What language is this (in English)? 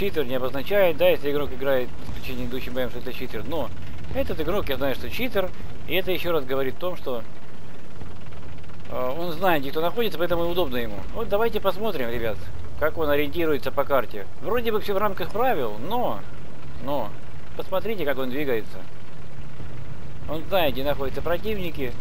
Russian